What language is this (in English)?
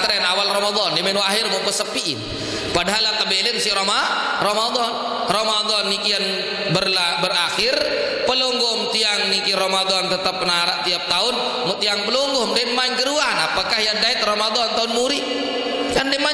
Sasak